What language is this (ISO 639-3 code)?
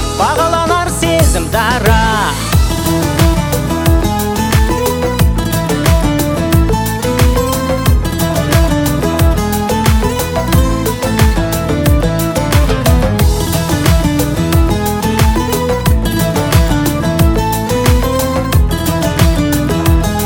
kaz